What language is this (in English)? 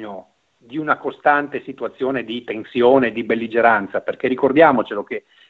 Italian